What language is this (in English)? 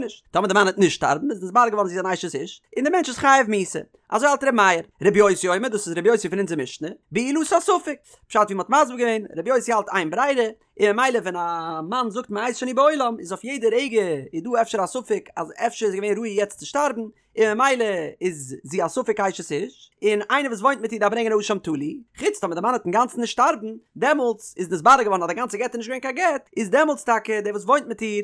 Yiddish